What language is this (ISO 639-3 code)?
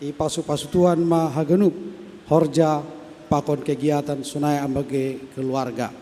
bts